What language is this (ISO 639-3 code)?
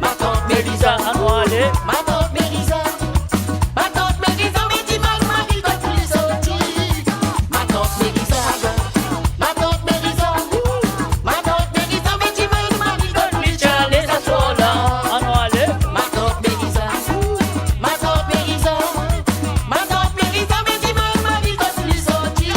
mfe